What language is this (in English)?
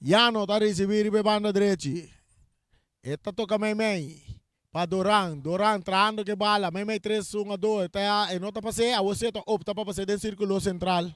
Papiamento